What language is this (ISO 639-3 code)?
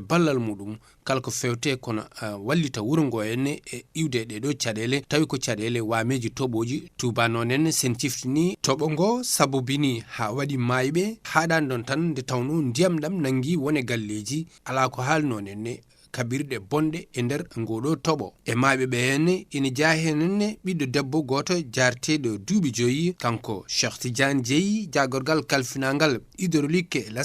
ful